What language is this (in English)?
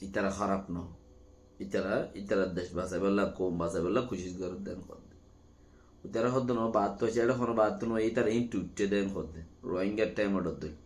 Rohingya